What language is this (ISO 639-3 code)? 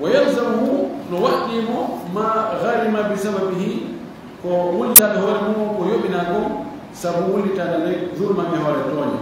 ful